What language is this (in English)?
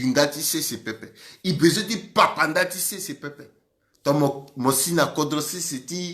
Sango